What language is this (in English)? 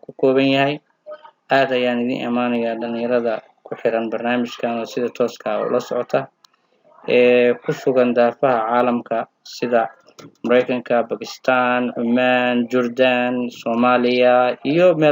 Somali